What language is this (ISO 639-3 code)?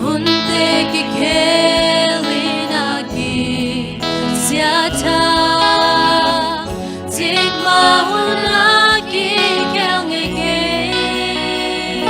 ctd